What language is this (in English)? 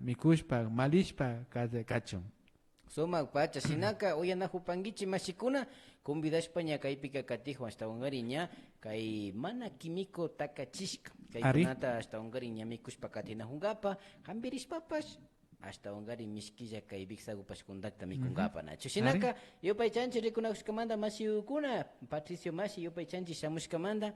Imbabura Highland Quichua